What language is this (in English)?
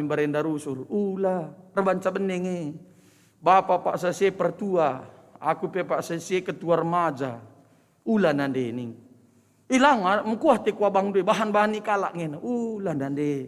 Batak Karo